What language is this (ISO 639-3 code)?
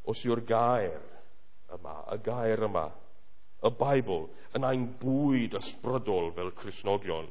cym